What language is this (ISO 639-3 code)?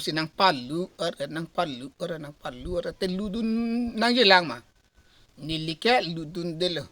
mjw